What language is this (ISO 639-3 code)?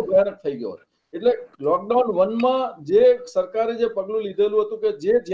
guj